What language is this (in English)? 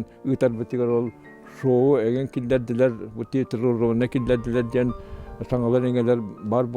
Yakut